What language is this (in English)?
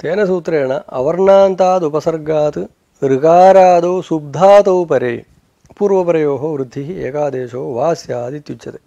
Sanskrit